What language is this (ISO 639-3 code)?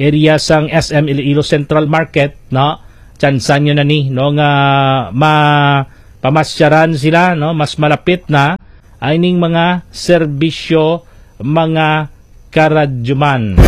hil